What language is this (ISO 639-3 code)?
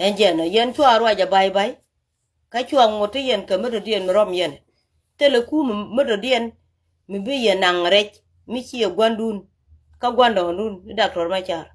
nus